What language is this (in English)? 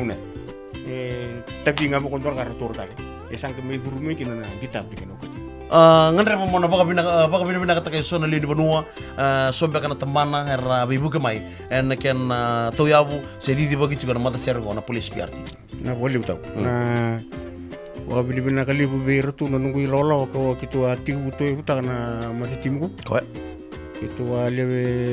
Fijian